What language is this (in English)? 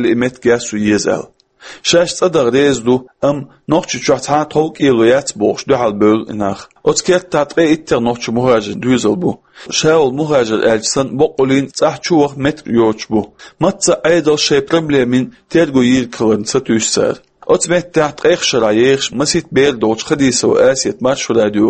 Chechen